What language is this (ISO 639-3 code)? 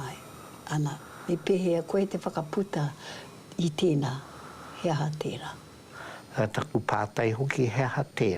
mri